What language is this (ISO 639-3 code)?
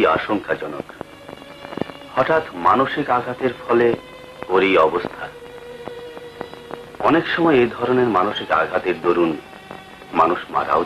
ben